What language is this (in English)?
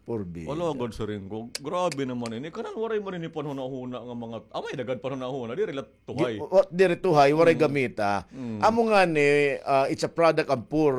Waray